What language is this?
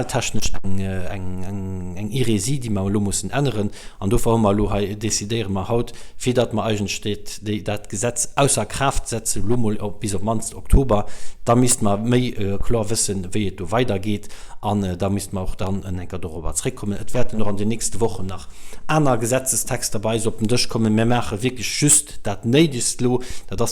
Luxembourgish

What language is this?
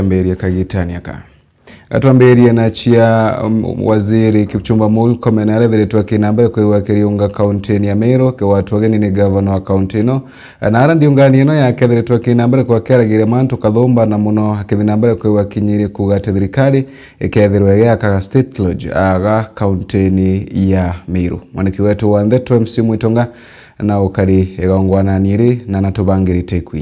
Meru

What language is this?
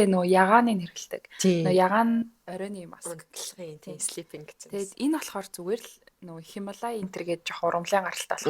Mongolian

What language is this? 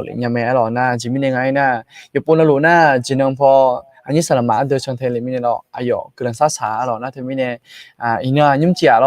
Akha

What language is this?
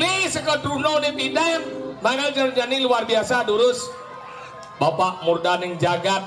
Balinese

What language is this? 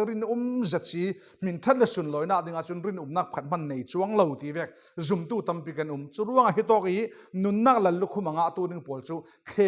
Falam Chin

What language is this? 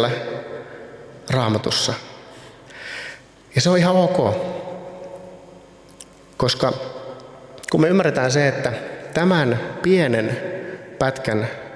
Finnish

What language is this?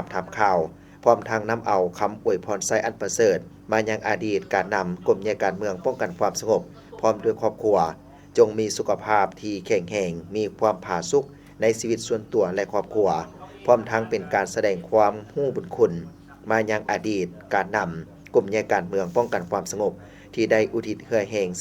Lao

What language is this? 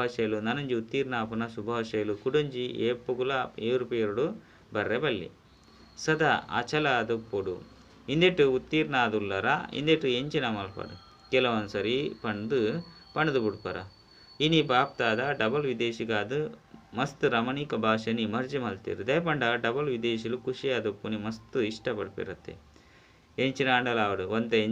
Tulu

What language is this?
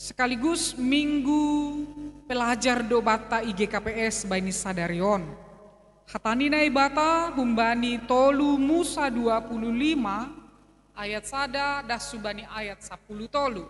Batak Simalungun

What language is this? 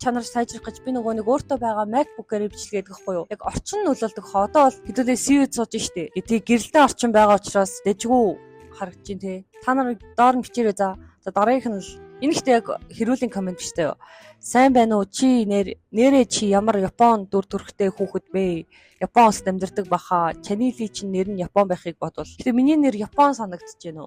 Mongolian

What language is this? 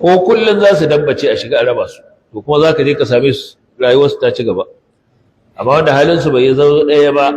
Hausa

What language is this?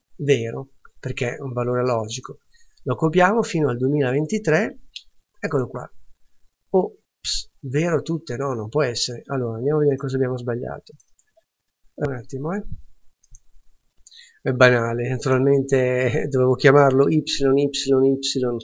Italian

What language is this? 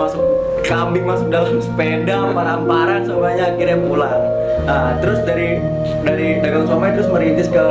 Betawi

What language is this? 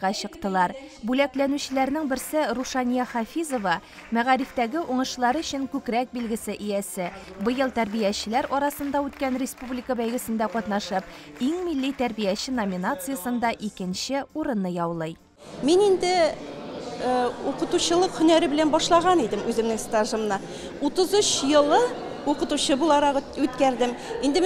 Tatar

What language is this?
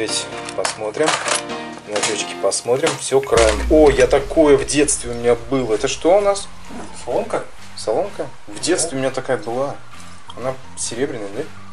Russian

